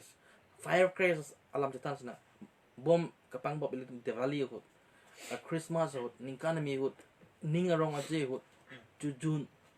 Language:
Karbi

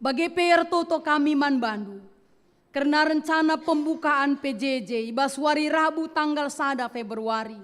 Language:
Batak Karo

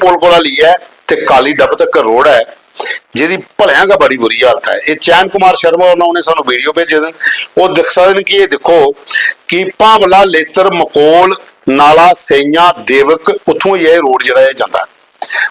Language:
Dogri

